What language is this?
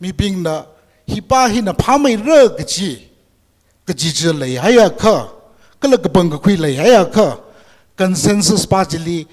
Tangkhul Naga (India)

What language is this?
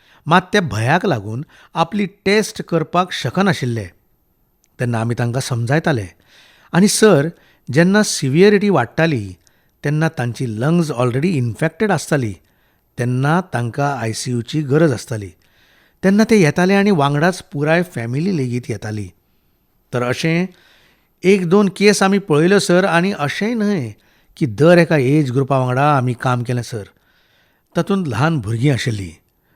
Konkani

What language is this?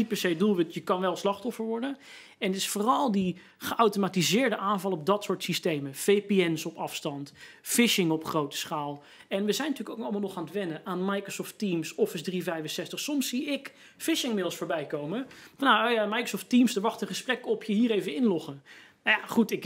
Dutch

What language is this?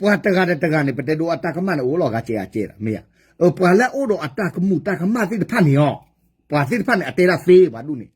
S'gaw Karen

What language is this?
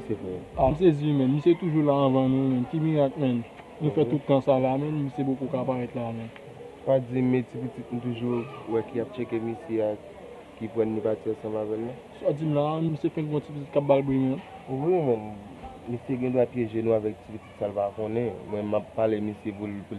Haitian Creole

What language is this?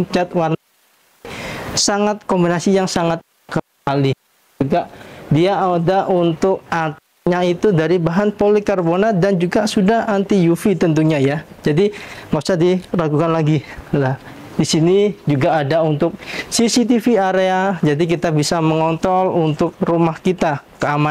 Indonesian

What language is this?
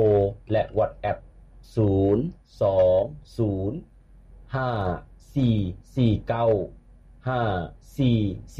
Lao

